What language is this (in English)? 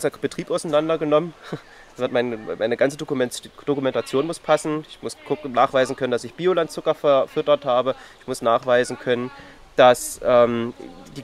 German